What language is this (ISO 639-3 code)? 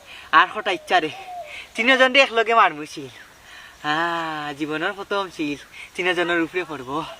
syl